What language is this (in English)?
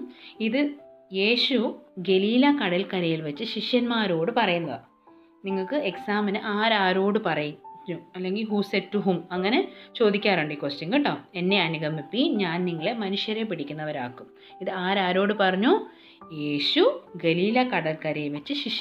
Malayalam